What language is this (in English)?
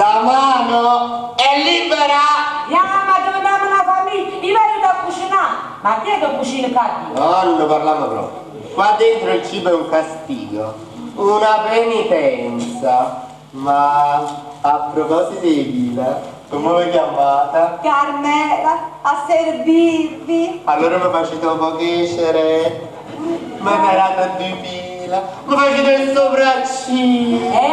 Neapolitan